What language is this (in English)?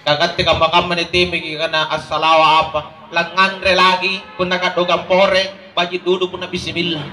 Makasar